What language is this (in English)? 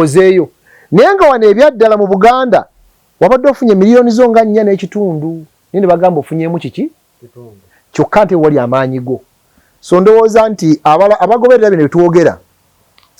Ganda